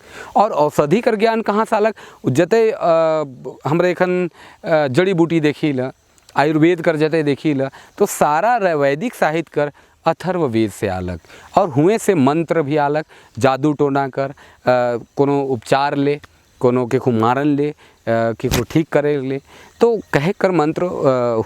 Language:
Sadri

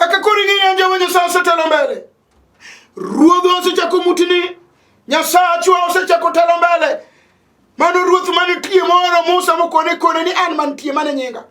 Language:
Luo (Kenya and Tanzania)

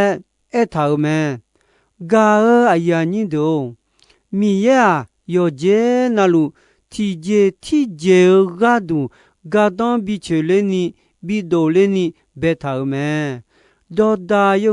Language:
Akha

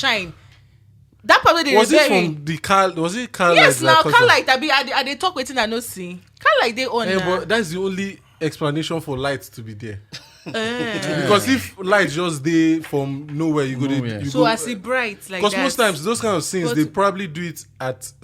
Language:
Nigerian Pidgin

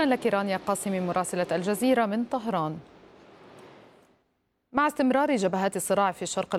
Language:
Arabic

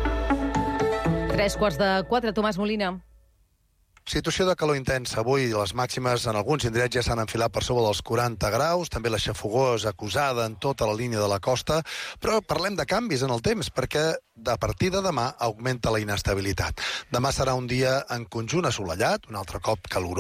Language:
Catalan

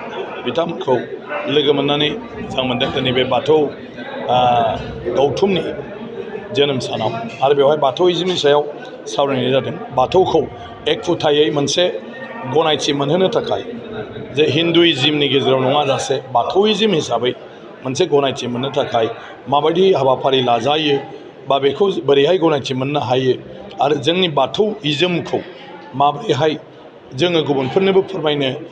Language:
Bodo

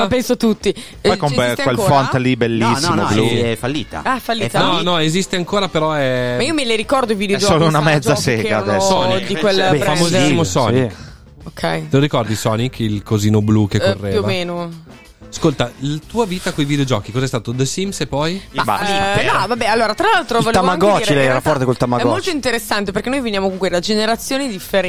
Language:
Italian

